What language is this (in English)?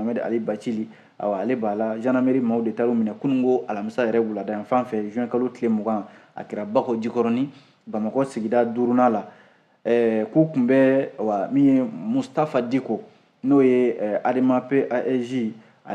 Bambara